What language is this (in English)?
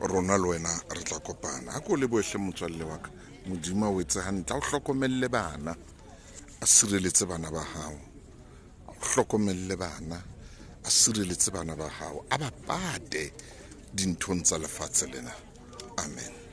Southern Sotho